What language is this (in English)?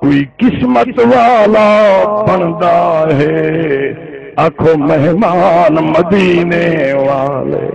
Saraiki